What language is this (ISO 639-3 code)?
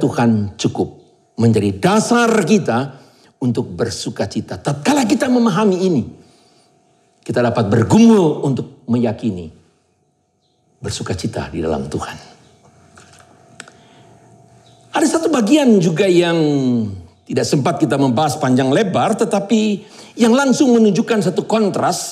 ind